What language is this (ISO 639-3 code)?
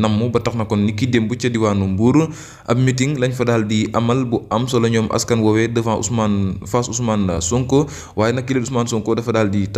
wol